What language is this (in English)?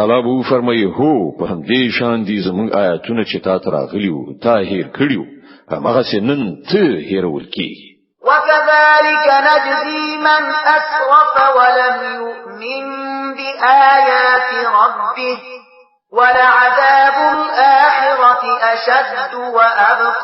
Pashto